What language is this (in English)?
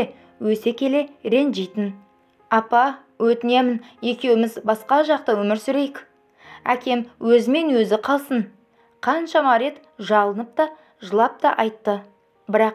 Kazakh